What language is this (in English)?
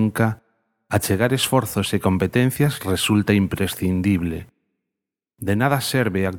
Galician